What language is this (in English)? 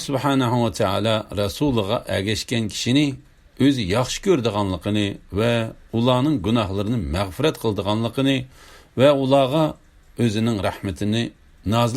Uyghur